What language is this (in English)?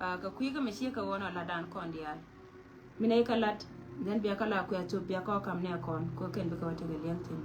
Nuer